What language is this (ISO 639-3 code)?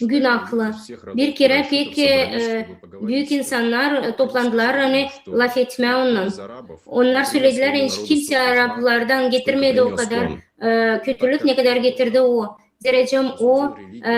gag